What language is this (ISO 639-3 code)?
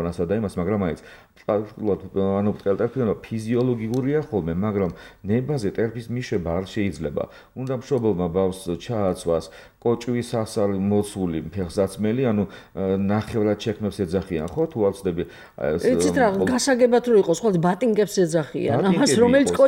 kat